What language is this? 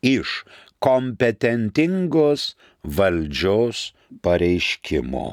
Lithuanian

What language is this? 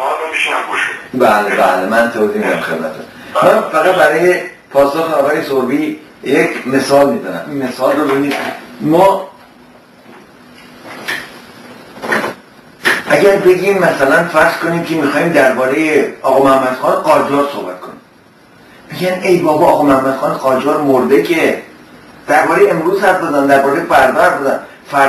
Persian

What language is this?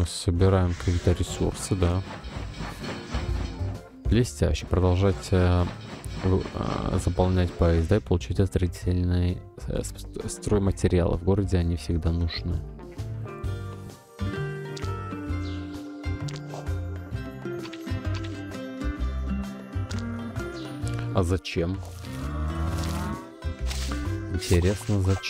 Russian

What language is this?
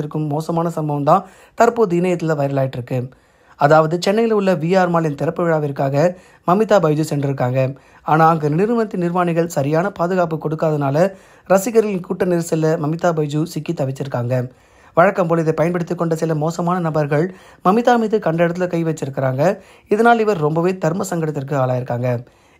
Tamil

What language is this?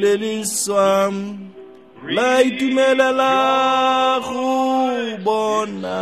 Tswana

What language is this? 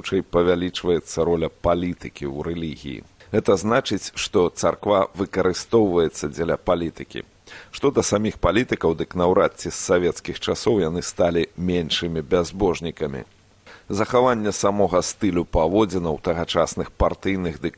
Belarusian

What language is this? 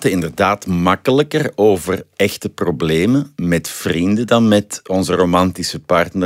Dutch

